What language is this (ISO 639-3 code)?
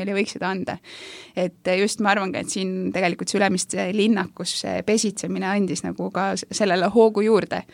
est